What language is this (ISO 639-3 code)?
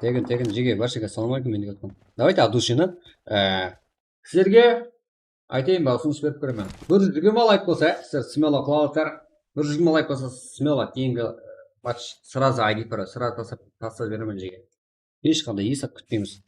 kaa